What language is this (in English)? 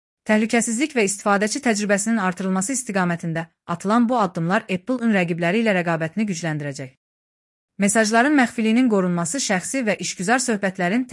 Azerbaijani